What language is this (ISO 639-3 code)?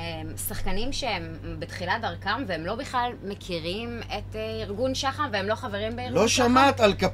heb